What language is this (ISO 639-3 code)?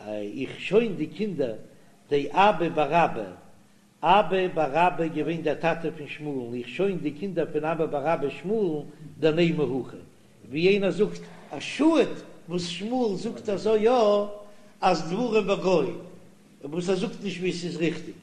yid